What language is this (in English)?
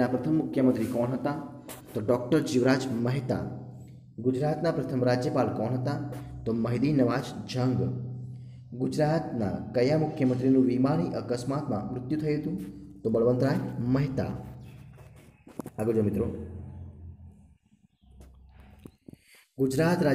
Gujarati